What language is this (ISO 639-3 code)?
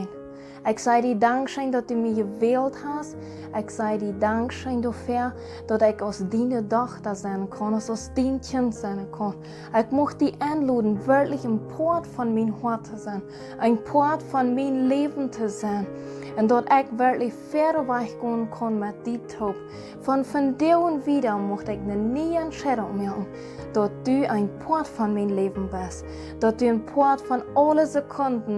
pdt